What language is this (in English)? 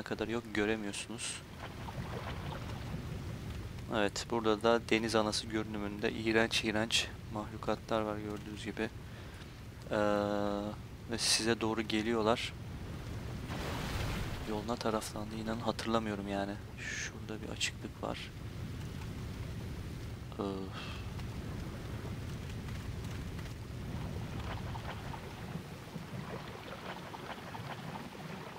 Turkish